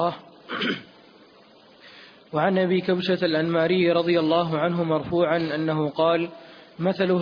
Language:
Arabic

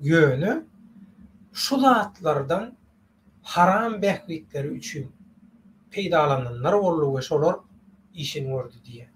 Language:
Turkmen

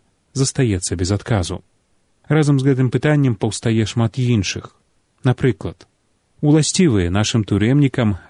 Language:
Belarusian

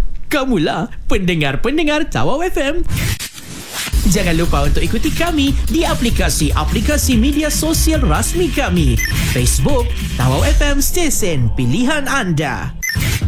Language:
Malay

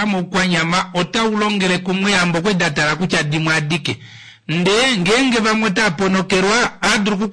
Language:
Kuanyama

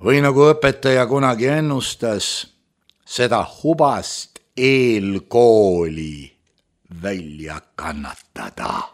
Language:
Estonian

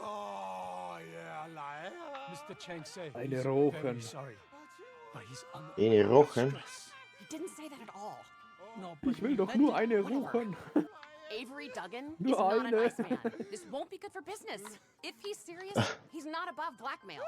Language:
Bavarian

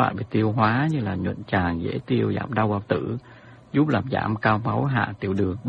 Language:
Vietnamese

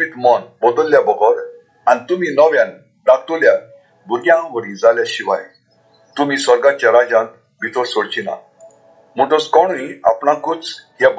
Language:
Konkani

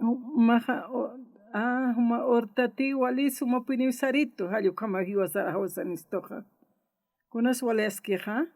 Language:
Aymara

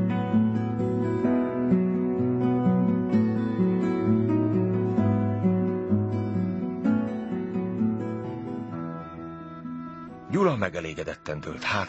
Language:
Hungarian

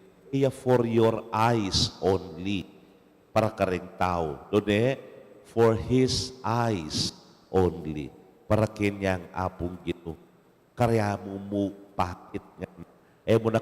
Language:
Pampanga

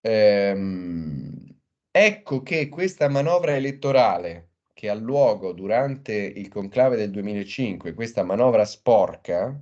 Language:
Italian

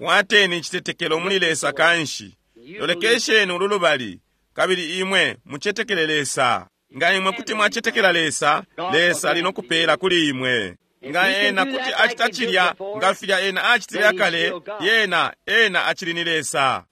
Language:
Bemba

